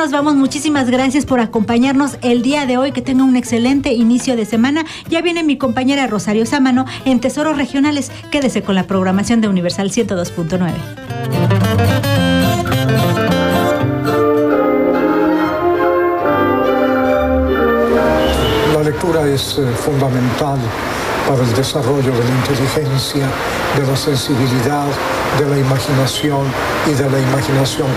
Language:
Spanish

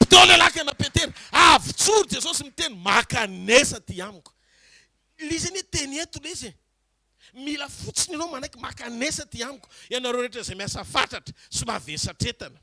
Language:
Malagasy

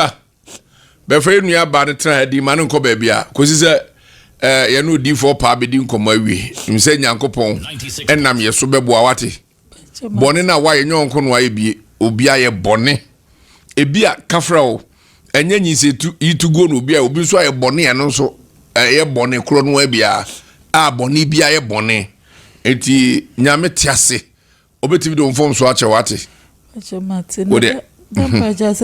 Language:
Akan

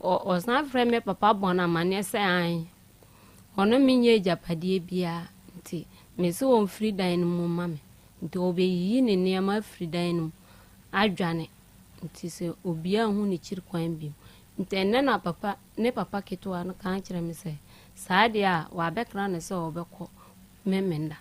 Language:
Akan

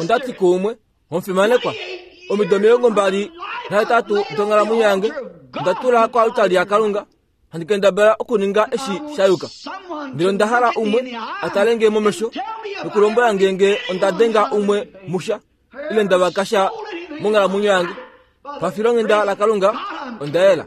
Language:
Kuanyama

